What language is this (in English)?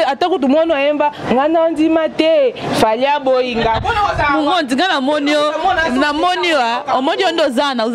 Lingala